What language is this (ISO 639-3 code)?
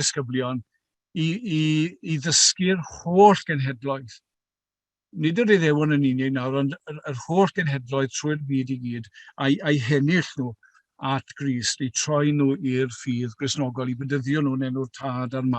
cym